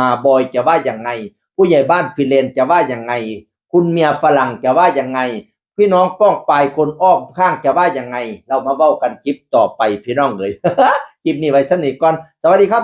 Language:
Northeastern Thai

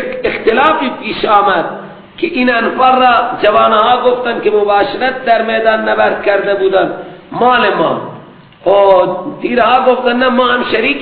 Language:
Persian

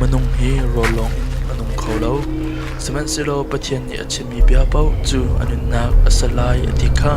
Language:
Hakha Chin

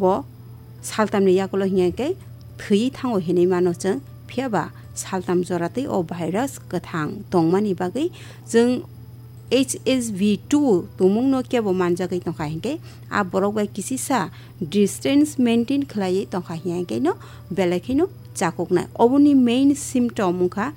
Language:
Kok Borok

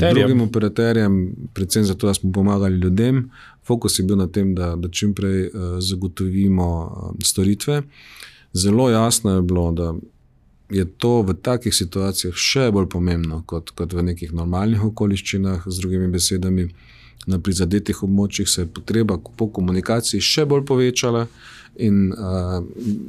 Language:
Slovenian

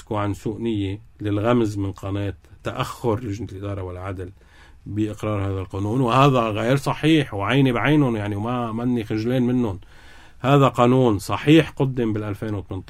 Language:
North Levantine Arabic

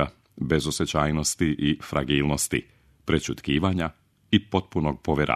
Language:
Serbian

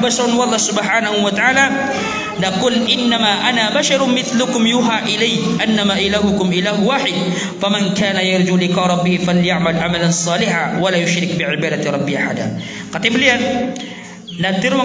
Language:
Maranao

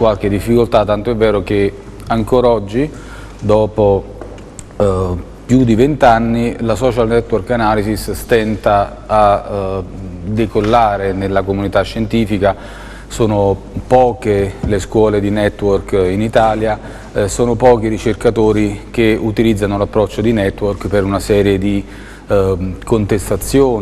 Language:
Italian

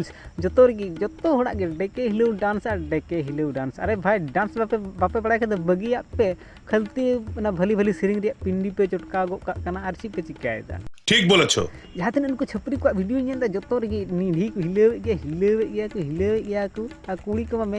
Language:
Santali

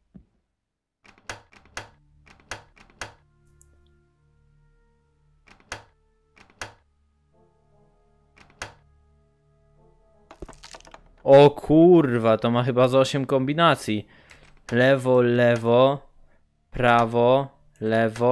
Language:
Polish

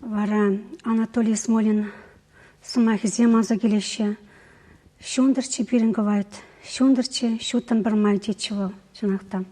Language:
Chuvash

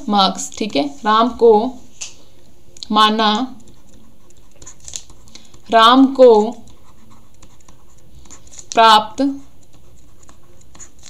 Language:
Hindi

